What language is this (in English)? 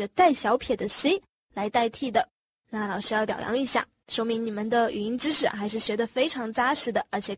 Chinese